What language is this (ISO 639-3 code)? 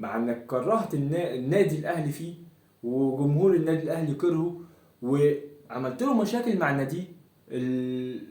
arz